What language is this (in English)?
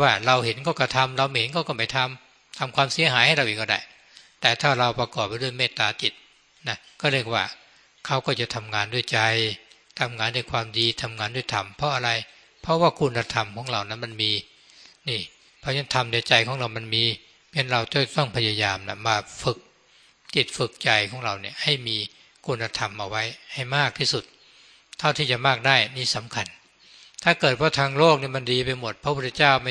Thai